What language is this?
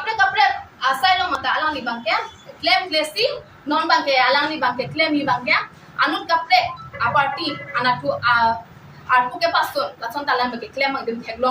Karbi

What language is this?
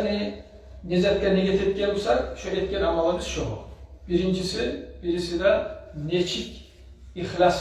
Kumyk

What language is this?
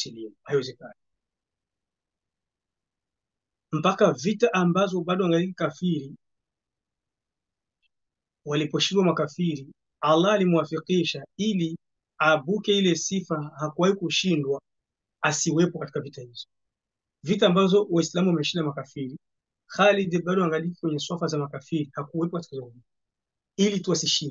Swahili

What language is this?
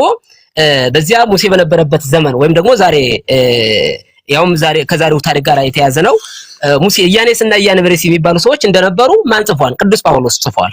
Amharic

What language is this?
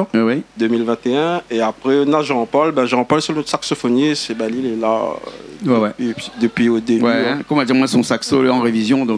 Réunion Creole French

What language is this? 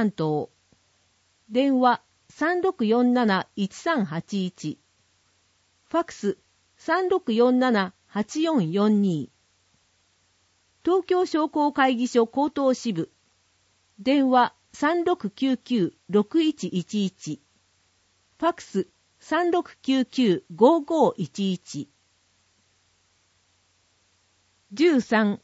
Japanese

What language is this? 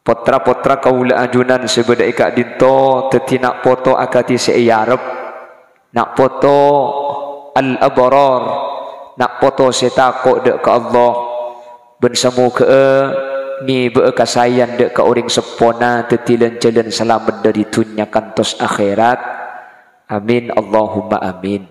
Madurese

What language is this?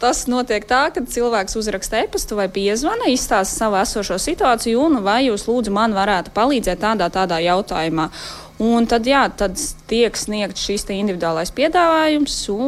Latvian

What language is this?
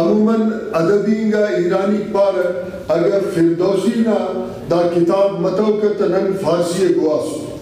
Brahui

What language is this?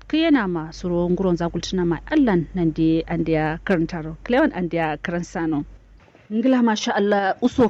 Kanuri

